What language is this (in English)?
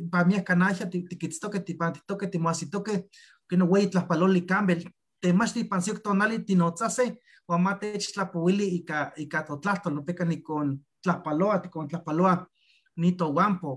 Eastern Huasteca Nahuatl